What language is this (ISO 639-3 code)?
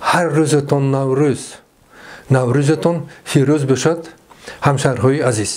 tgk